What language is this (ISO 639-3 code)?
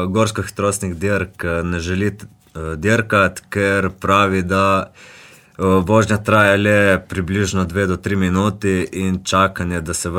slv